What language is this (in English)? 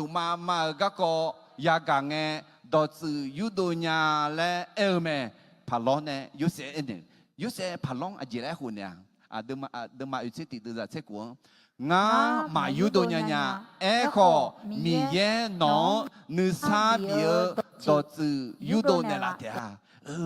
Akha